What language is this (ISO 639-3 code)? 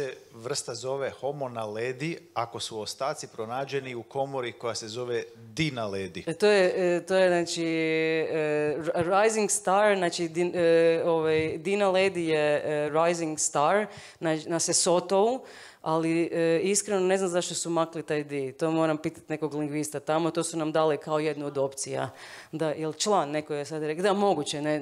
hrv